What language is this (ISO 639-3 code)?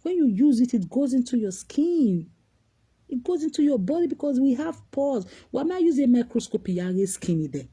pcm